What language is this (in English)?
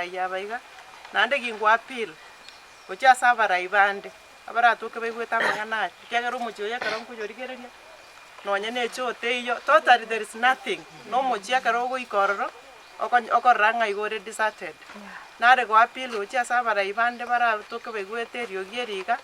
Gusii